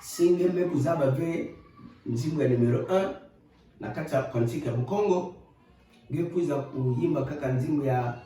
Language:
Kituba (Democratic Republic of Congo)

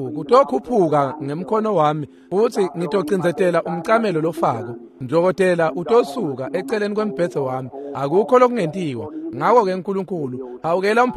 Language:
Swati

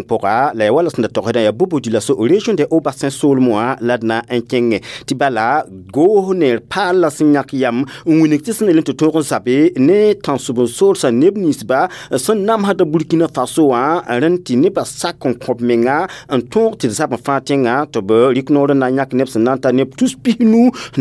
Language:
Mossi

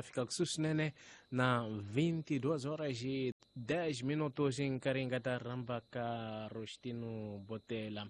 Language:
Tsonga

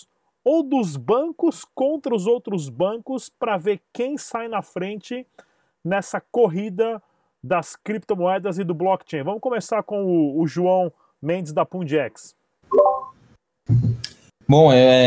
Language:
Portuguese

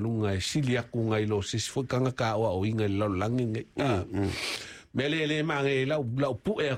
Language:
Samoan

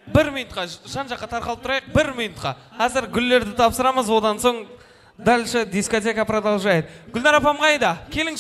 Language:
Kara-Kalpak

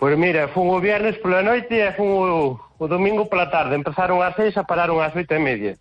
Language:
Galician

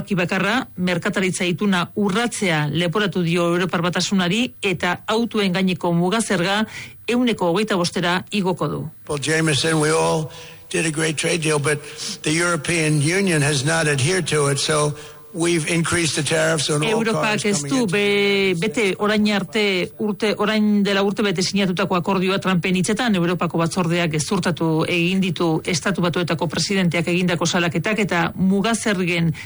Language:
Basque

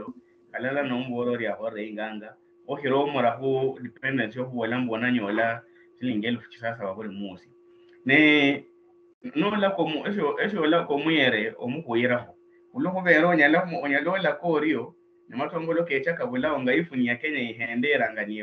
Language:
Luyia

